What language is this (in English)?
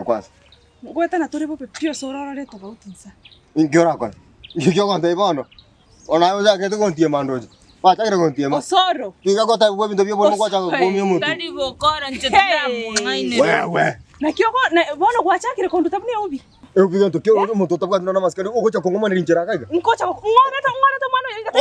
Gusii